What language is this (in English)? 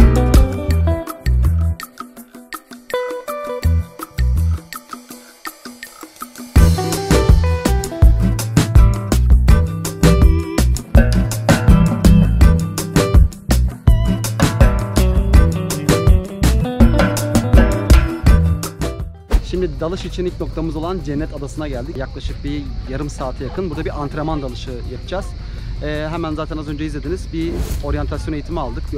Turkish